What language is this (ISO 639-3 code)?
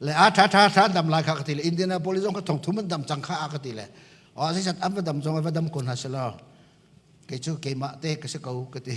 cnh